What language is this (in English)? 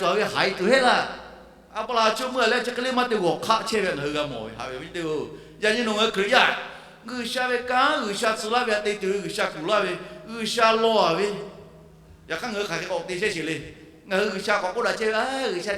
Lahu